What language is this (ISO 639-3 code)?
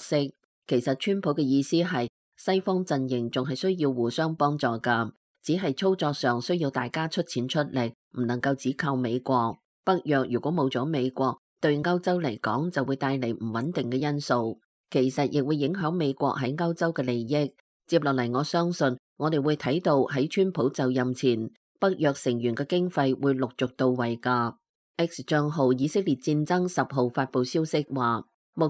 yue